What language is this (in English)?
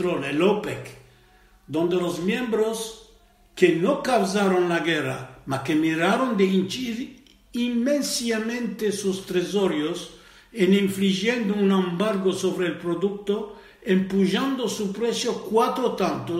Ladino